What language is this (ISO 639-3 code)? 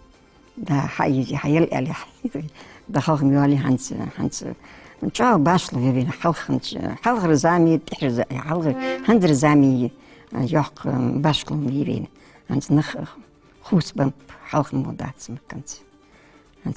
inh